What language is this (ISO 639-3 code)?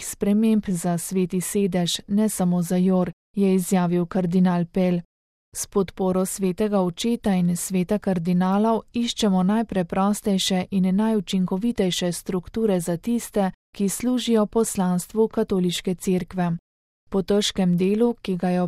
slv